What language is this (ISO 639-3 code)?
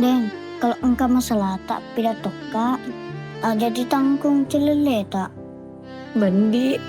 bug